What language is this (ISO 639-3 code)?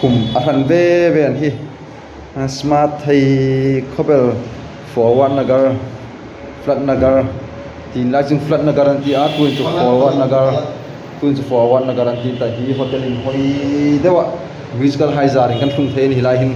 hmr